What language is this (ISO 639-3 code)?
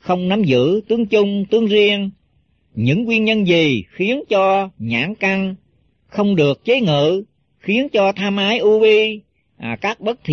vie